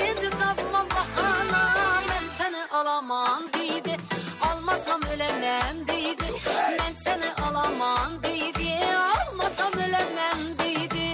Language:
Kara-Kalpak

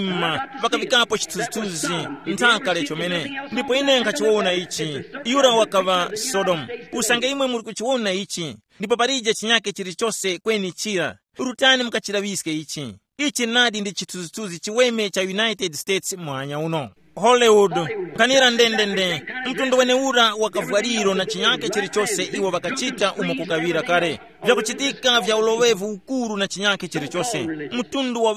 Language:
Tumbuka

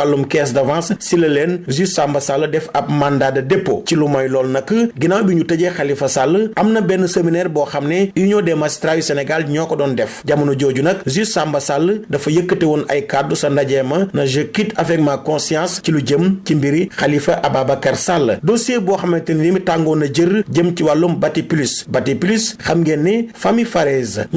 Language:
Wolof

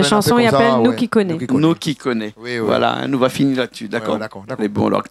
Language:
Réunion Creole French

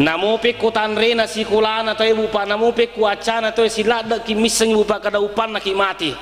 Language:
Buginese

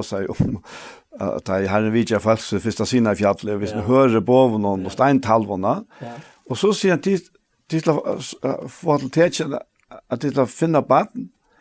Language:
Faroese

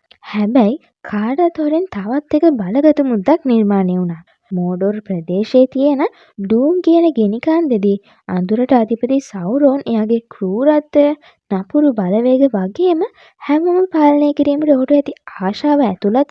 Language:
Sinhala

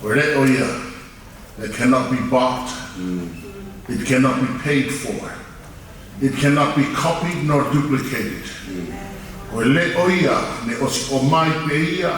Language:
Tongan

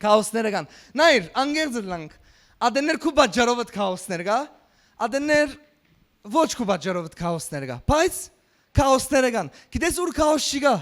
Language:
Western Armenian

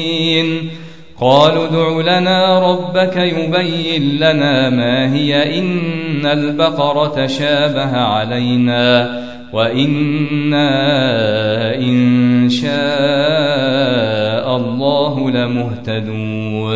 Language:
Arabic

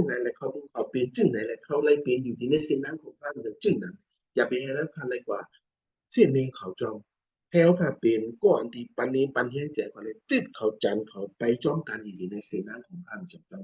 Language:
Shan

